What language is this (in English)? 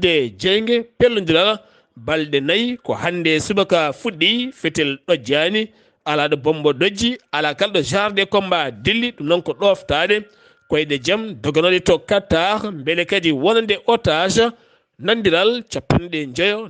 Fula